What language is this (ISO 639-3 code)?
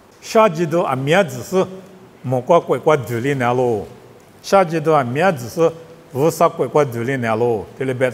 lis